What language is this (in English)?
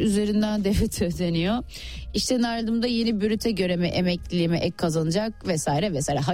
Turkish